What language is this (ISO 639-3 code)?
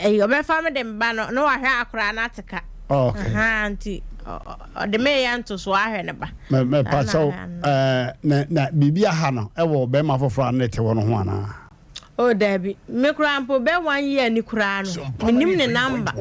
aka